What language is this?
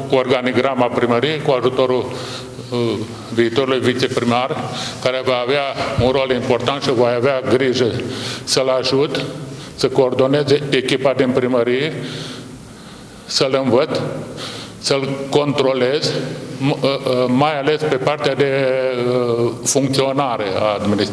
Romanian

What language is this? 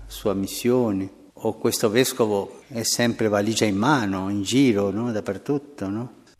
Tigrinya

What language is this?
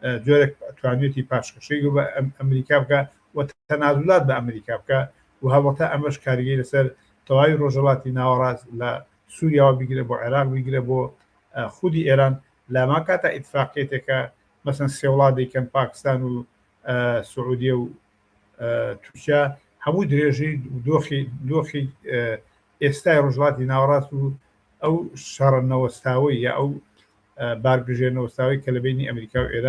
Central Kurdish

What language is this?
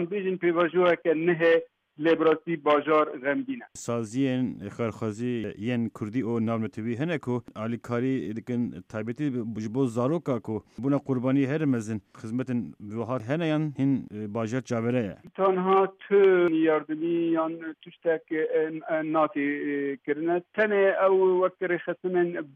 Kurdish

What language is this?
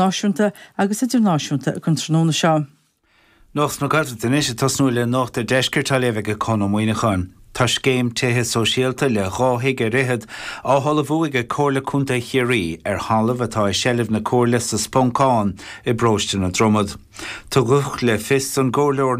Irish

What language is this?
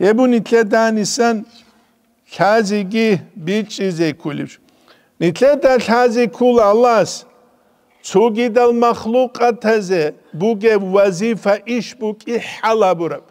Avaric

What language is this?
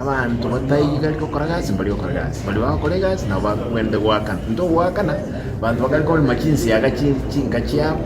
Gusii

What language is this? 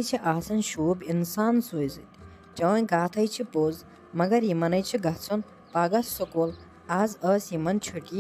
Kashmiri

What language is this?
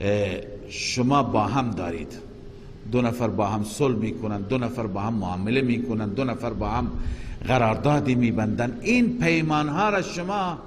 Persian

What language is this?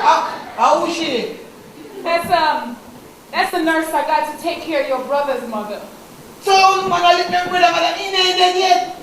Jamaican Creole English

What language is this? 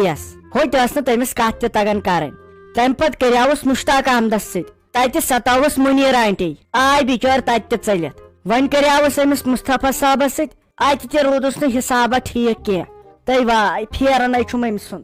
Kashmiri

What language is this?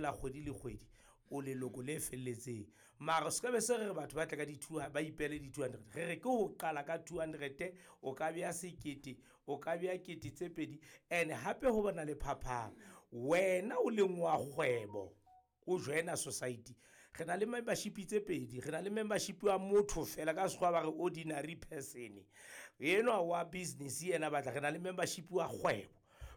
Southern Sotho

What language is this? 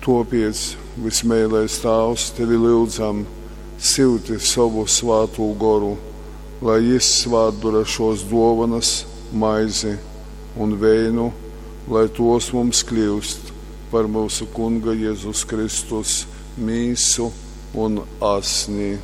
Latgalian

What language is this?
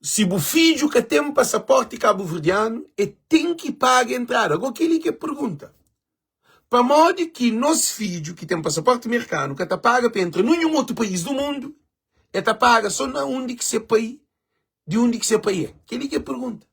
Kabuverdianu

